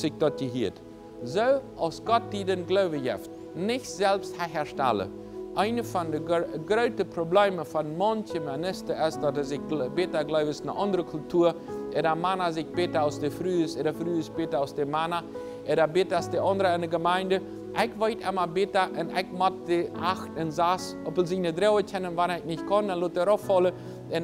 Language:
Plautdietsch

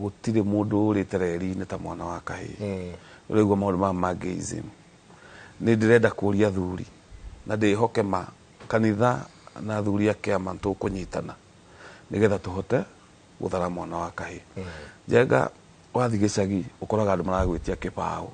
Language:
Kikuyu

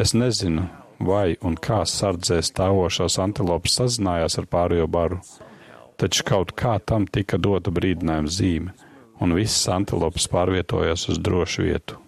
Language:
Latvian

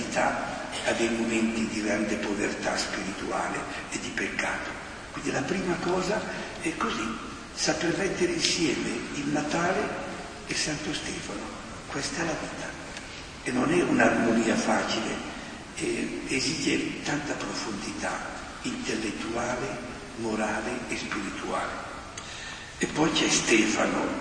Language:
Italian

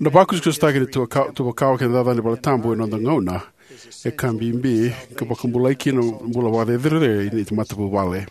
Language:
Fijian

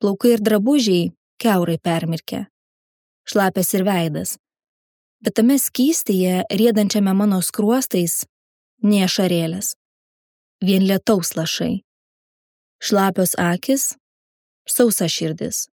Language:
Lithuanian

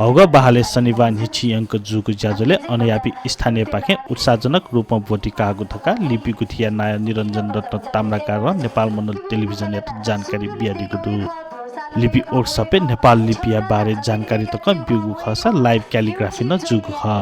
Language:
Newari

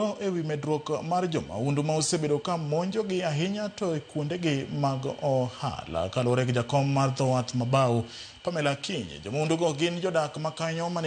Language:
Luo (Kenya and Tanzania)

